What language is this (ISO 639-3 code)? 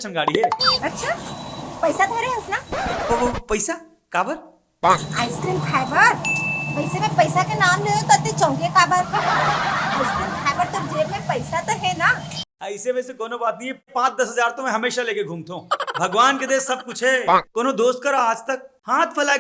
hne